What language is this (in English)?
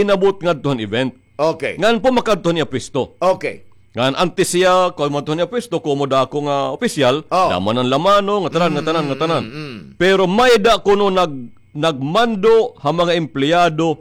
Waray